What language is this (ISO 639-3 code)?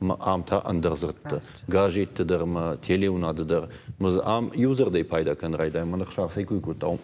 oss